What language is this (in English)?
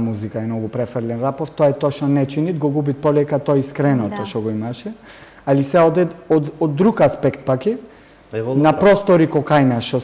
Macedonian